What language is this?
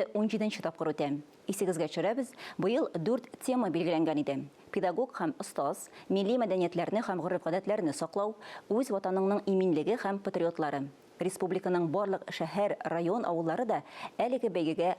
Tatar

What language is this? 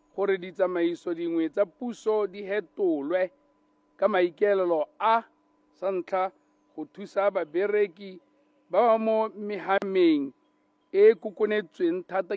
Tswana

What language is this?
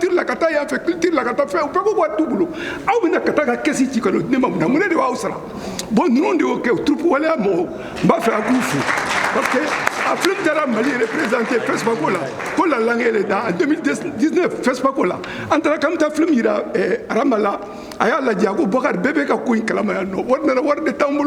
Bambara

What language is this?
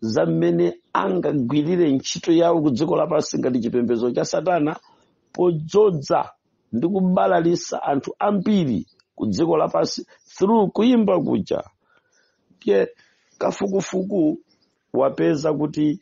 Nyanja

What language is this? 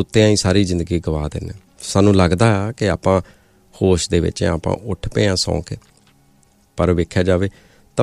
Punjabi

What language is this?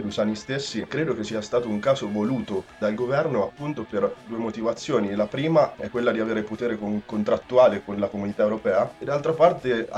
Italian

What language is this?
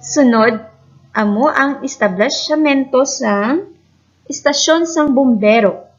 Hiligaynon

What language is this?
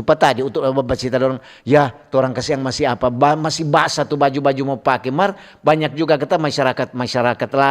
Manado Malay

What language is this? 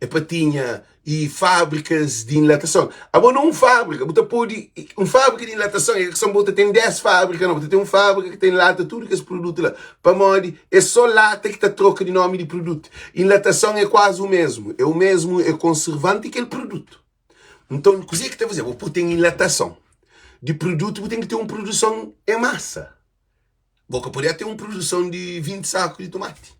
Kabuverdianu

